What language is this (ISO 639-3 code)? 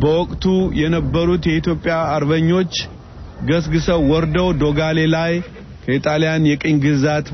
amh